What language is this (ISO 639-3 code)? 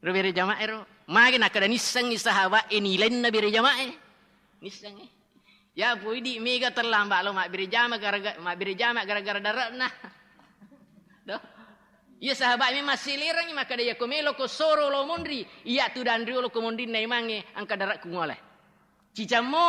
bug